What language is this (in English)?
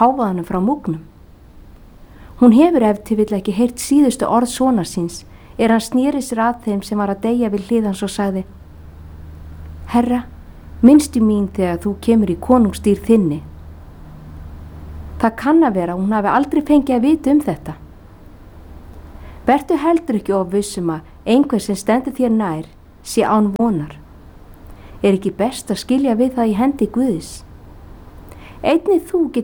Icelandic